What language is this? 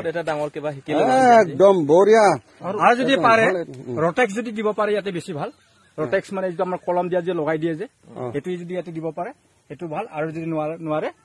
Assamese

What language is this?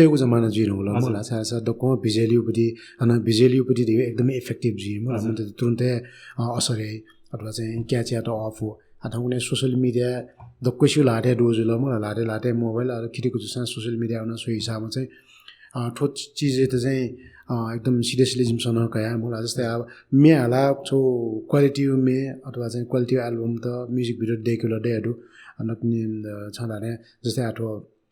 Newari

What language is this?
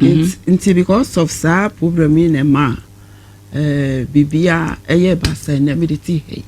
Akan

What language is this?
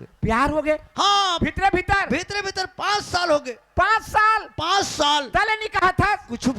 Chhattisgarhi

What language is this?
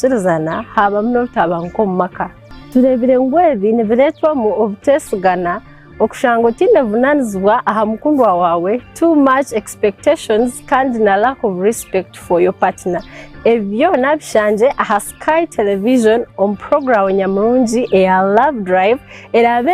Nyankole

